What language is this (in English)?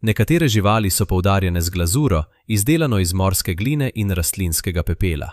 Slovenian